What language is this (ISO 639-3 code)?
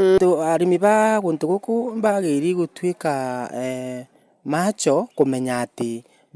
mer